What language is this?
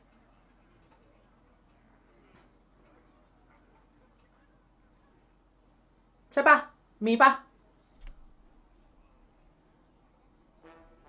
Thai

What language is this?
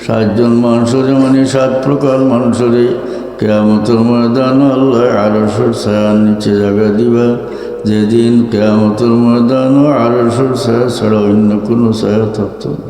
Sylheti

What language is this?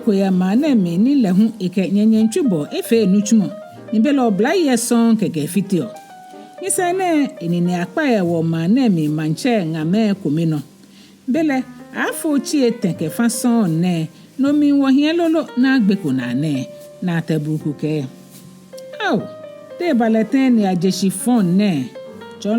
Ga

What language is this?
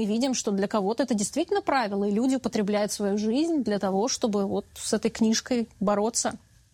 Russian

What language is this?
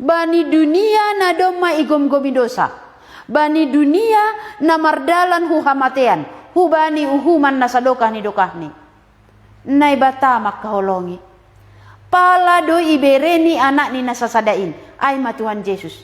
Batak Simalungun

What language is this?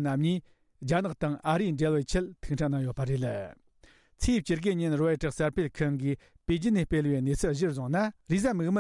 Tibetan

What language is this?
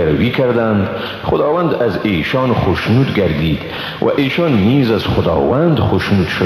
Persian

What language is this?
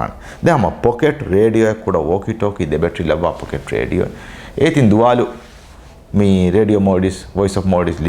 Divehi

